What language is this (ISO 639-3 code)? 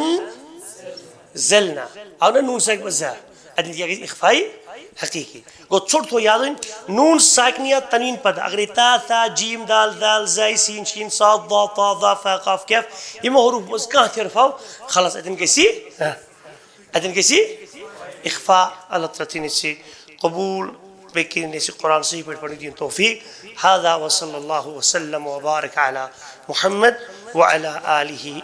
kas